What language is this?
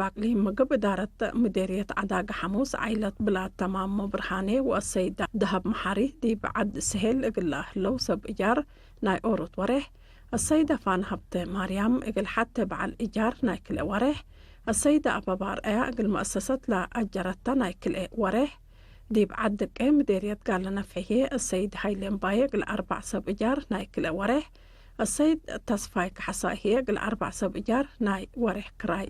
Tigre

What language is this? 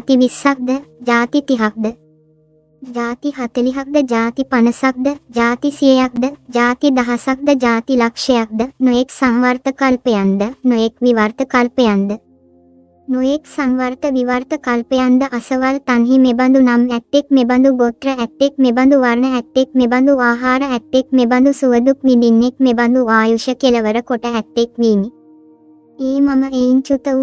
Sinhala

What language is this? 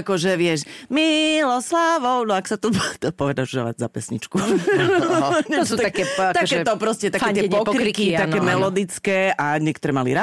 Slovak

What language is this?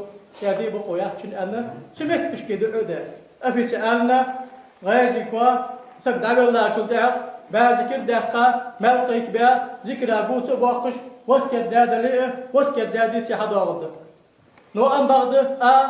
Ingush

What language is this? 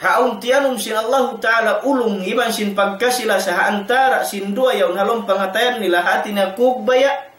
Tausug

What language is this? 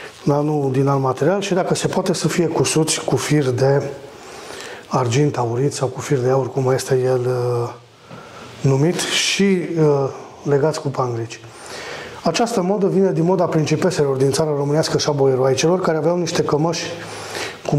Romanian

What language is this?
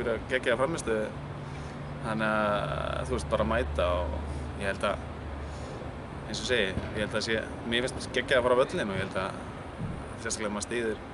Icelandic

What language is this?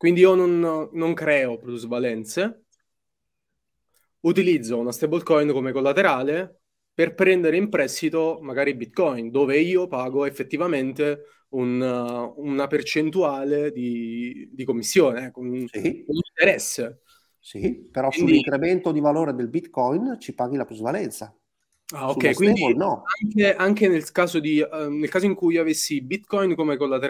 Italian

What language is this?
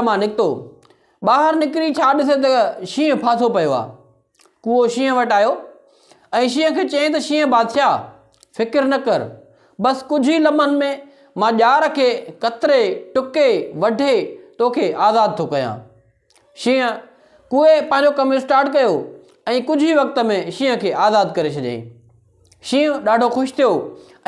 Sindhi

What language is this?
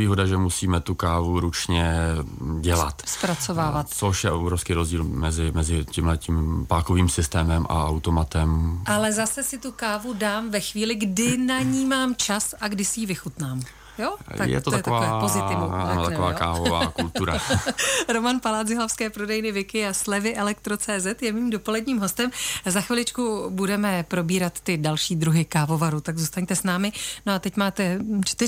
Czech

